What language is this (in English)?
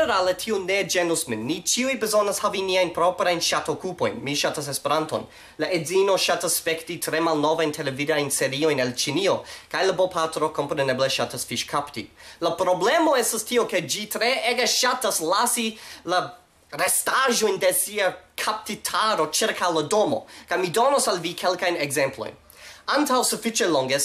Esperanto